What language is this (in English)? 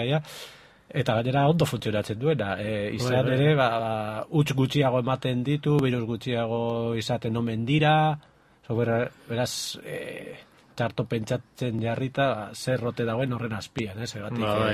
Basque